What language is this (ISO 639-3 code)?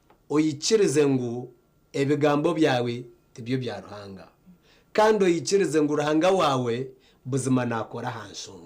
nyn